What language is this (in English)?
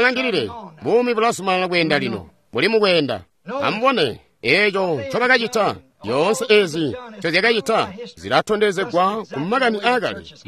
Tonga (Zambia)